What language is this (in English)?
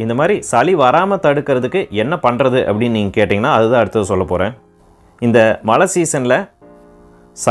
Tamil